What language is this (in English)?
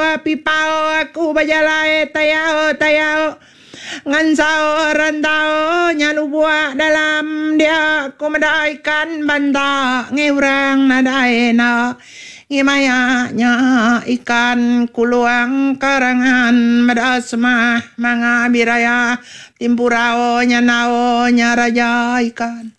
Iban